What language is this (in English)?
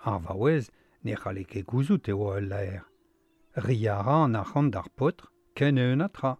Breton